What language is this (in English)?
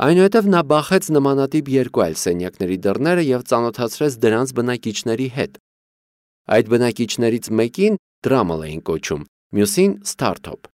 Armenian